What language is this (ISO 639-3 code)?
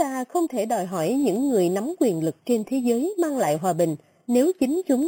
vie